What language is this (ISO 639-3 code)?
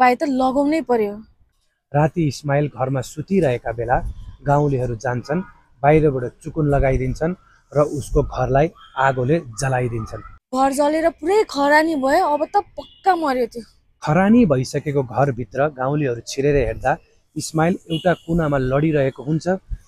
nep